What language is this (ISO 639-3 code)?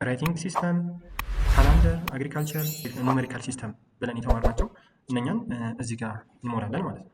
amh